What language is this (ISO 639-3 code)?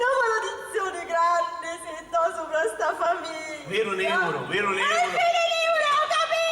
scn